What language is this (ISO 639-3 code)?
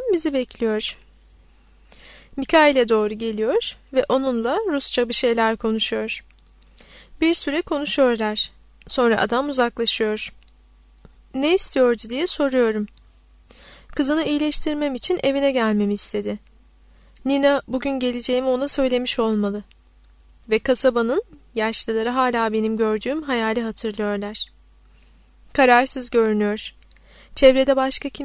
tur